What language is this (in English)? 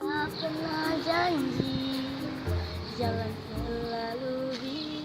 Manado Malay